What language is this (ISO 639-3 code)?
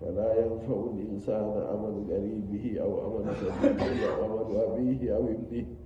fuv